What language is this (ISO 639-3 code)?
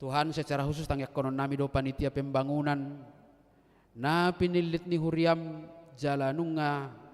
bbc